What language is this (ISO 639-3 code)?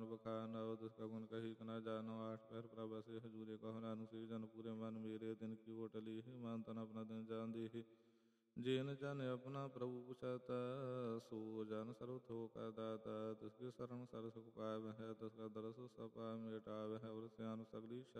pan